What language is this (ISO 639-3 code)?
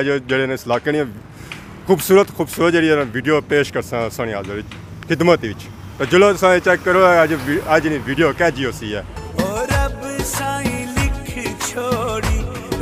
phr